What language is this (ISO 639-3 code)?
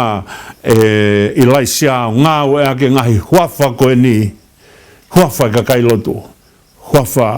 ton